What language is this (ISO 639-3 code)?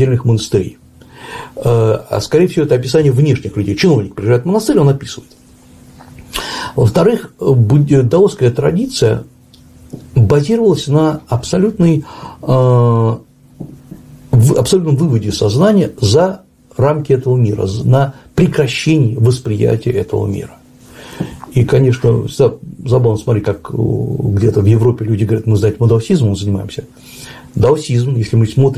rus